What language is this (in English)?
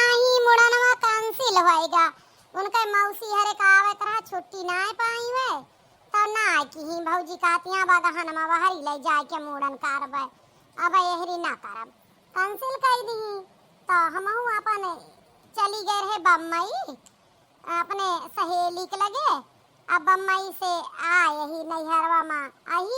Awadhi